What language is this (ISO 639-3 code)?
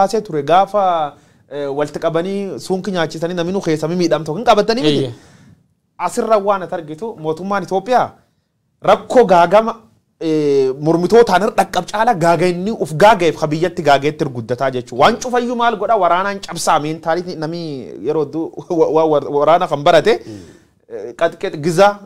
orm